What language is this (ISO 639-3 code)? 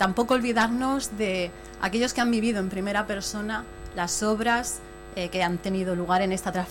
spa